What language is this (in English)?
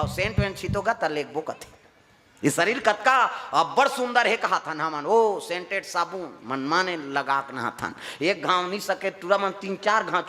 Chhattisgarhi